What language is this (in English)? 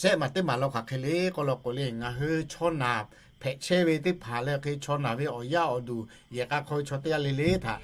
Lahu